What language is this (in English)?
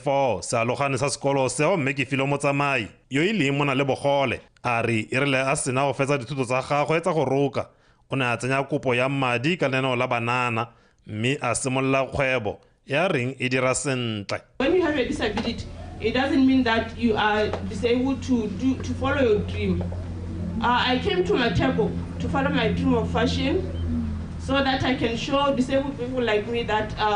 Tswana